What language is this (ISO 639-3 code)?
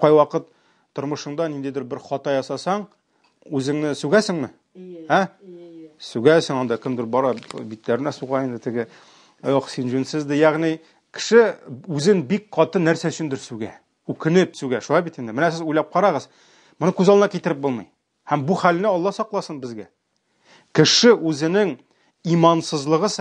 tat